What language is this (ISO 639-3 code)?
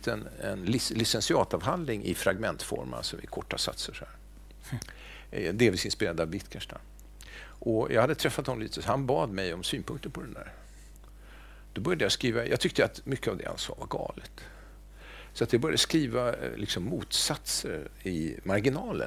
swe